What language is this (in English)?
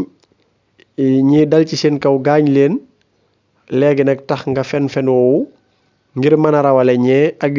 Wolof